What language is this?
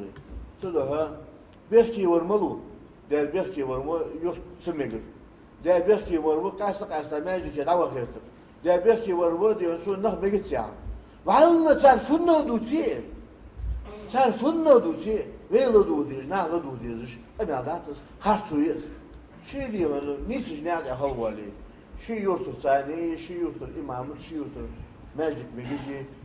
Ingush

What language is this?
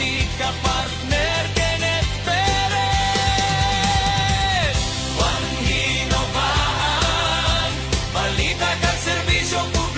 Hiligaynon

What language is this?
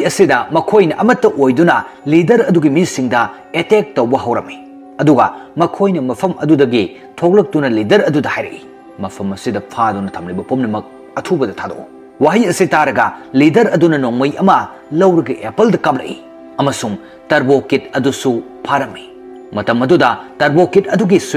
Manipuri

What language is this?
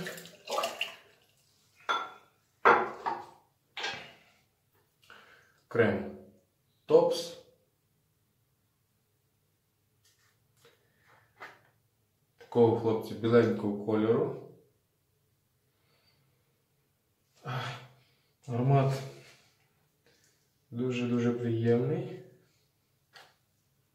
Ukrainian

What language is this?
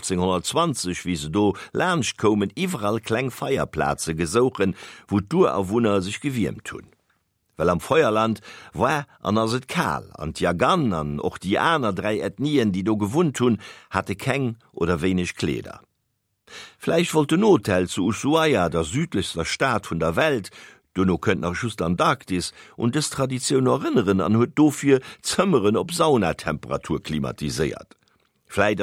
Luxembourgish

